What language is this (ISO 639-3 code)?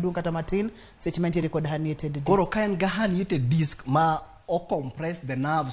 luo